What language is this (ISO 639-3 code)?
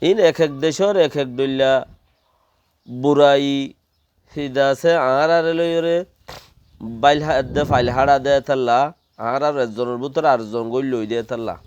rhg